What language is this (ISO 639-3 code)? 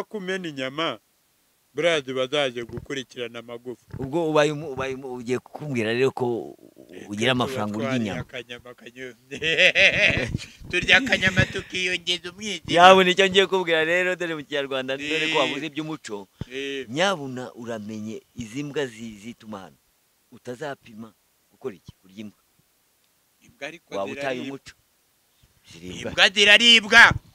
kin